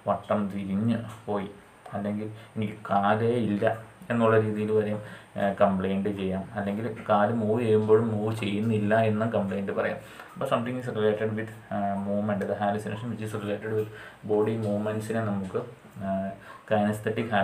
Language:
Malayalam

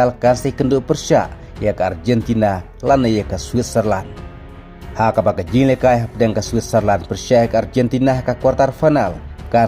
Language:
Khasi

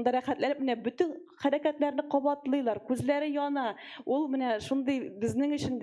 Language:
Tatar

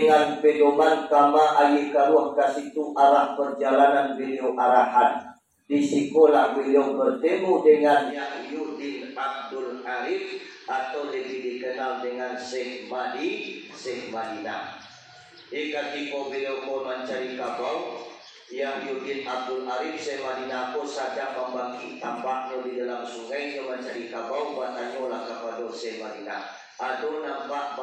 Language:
Minangkabau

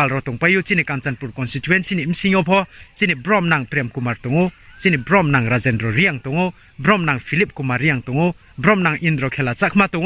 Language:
Riang (India)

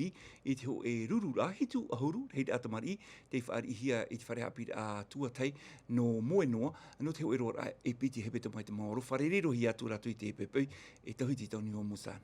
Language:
Tahitian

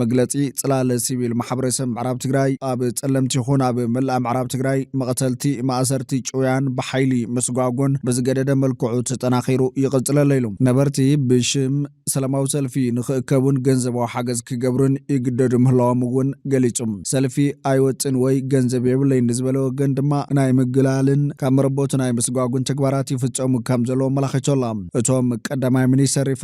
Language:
Tigrinya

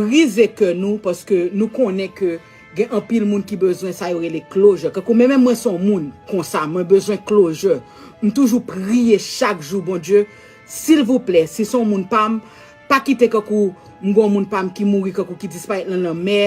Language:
Haitian Creole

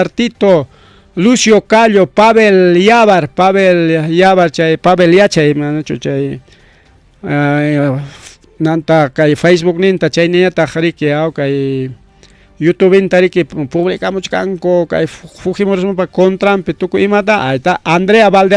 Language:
Ayacucho Quechua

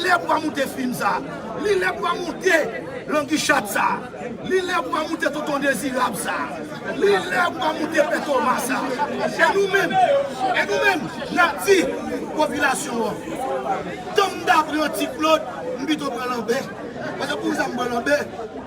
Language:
Haitian Creole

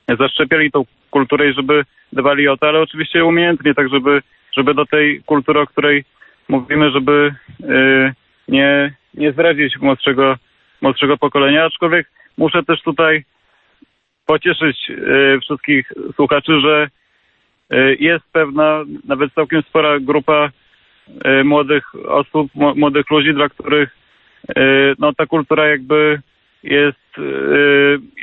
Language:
Polish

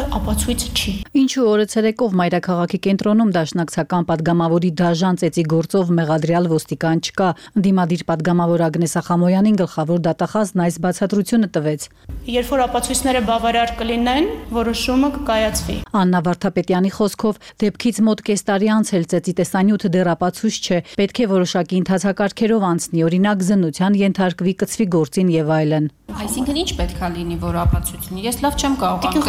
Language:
Armenian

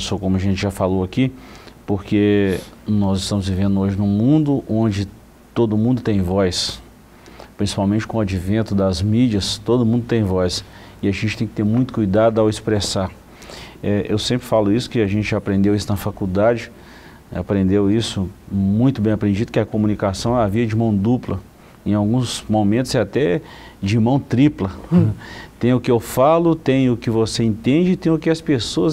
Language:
Portuguese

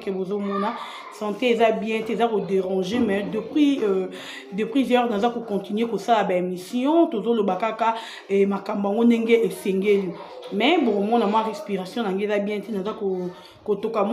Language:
Lingala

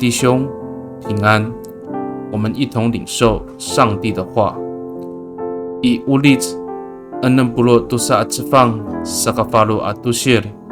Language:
Amis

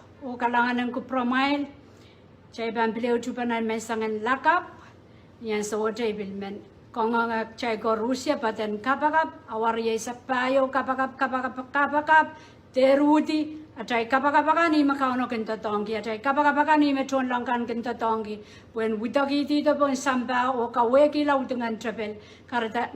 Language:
Pohnpeian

